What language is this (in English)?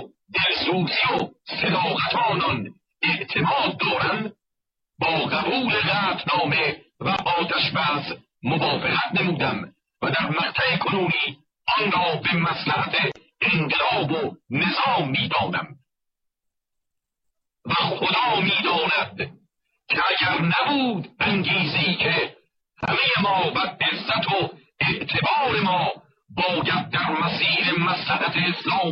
Persian